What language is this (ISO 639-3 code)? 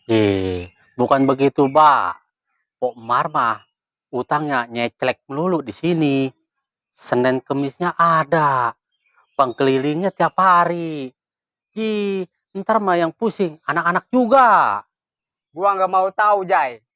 bew